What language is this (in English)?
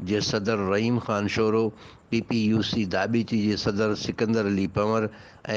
Sindhi